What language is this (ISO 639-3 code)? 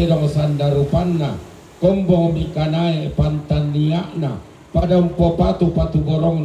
sda